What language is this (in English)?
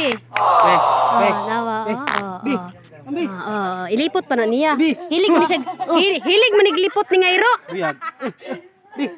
Cebuano